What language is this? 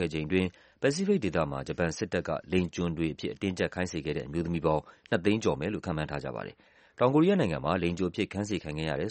Burmese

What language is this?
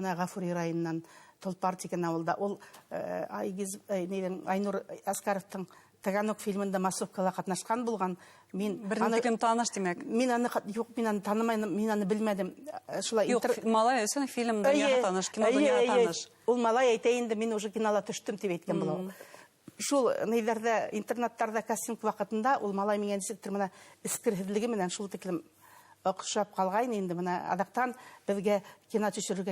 Bashkir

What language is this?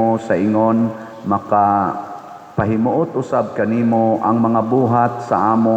Cebuano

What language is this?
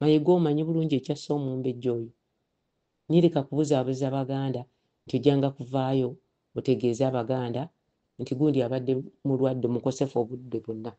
Ganda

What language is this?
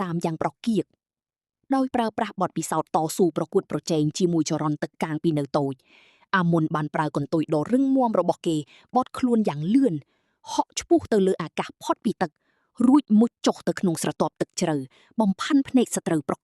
Khmer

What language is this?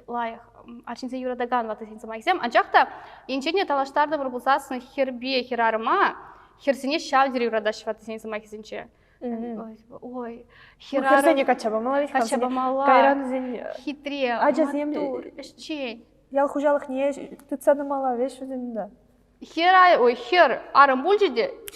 Chuvash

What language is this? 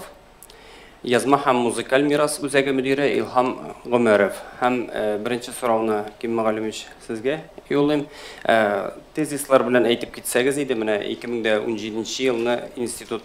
Tatar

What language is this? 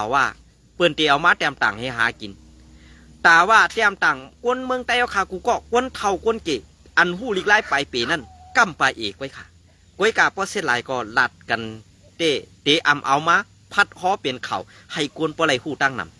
Shan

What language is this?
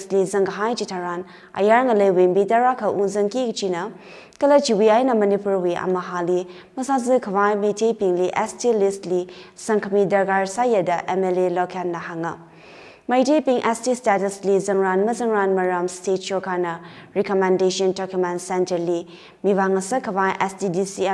Tangkhul Naga (India)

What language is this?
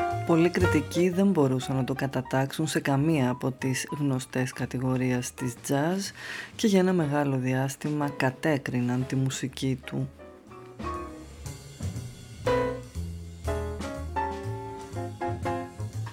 Greek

